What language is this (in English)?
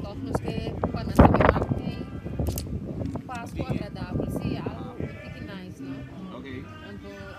Papiamento